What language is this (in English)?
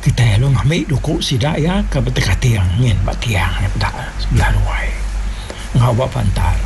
Iban